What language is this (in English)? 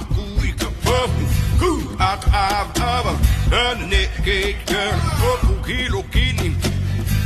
Hawaiian